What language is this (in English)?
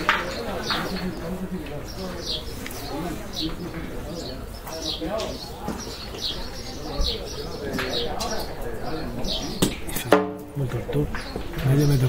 Spanish